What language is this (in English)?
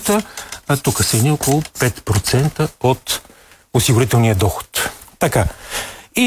Bulgarian